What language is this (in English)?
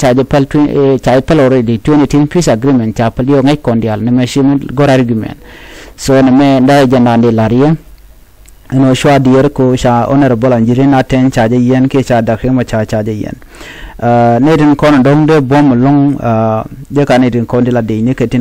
Nuer